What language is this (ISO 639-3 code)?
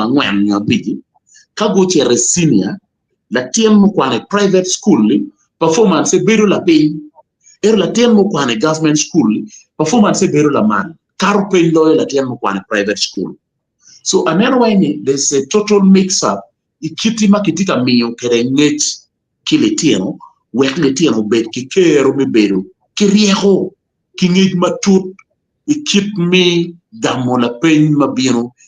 ach